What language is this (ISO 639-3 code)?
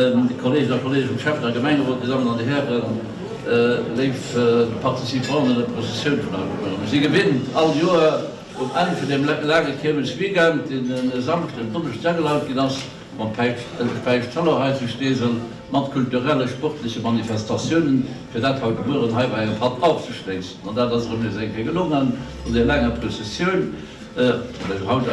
ltz